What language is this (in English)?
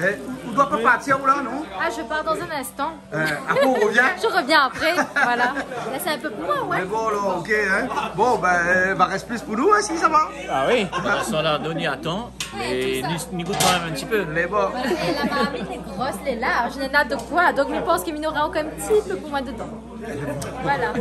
Réunion Creole French